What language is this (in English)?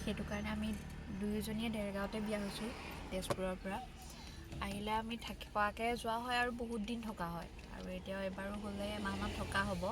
Assamese